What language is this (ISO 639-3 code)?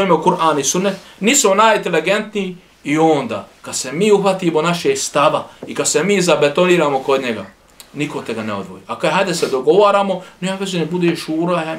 bos